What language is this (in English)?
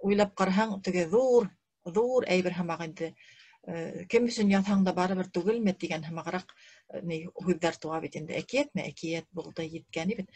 Bashkir